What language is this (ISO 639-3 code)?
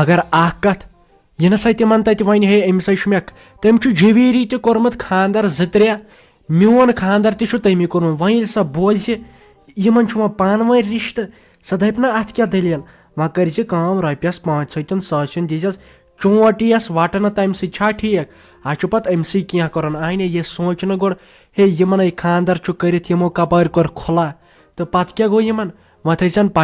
kas